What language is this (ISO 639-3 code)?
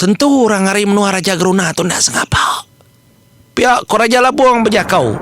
iba